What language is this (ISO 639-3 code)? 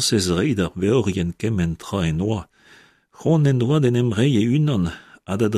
bre